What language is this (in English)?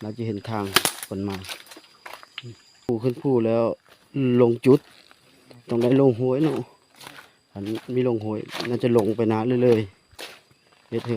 Lao